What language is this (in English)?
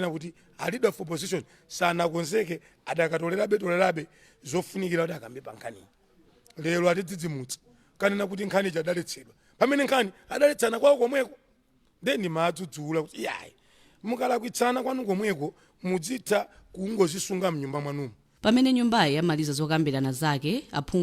Nyanja